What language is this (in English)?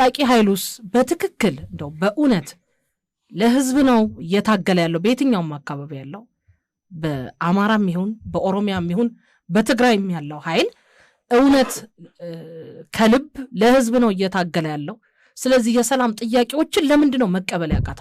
Amharic